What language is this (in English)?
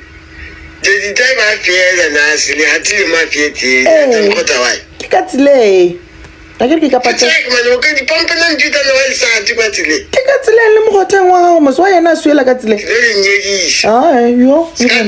Northern Sotho